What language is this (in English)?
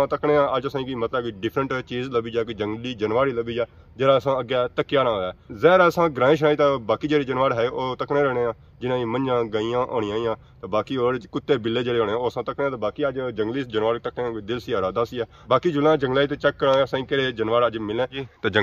Pahari-Potwari